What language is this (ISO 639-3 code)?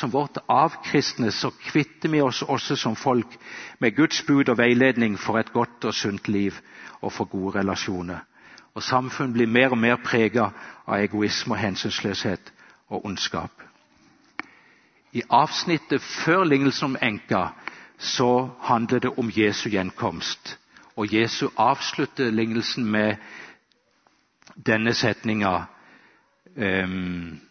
nor